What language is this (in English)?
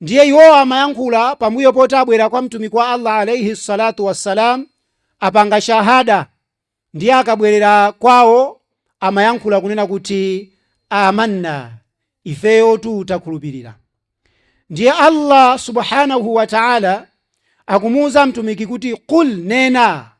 Nyanja